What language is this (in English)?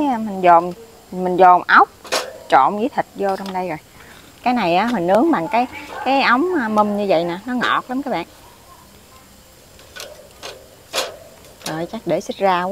Vietnamese